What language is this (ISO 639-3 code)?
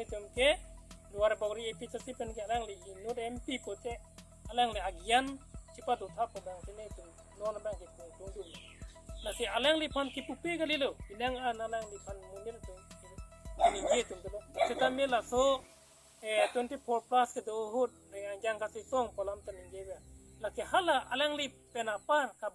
mjw